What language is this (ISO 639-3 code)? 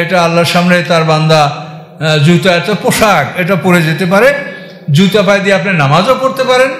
ben